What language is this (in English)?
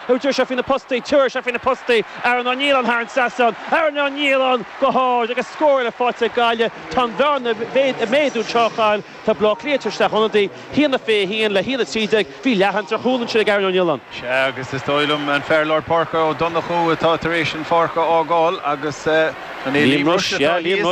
Irish